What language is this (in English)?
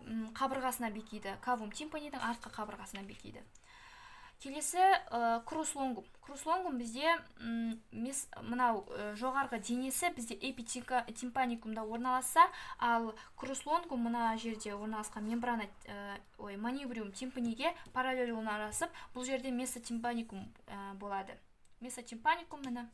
Kazakh